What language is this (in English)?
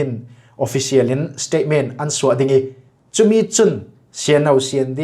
Falam Chin